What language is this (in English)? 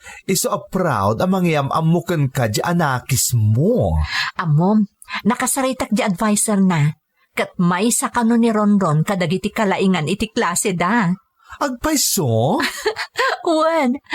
Iloko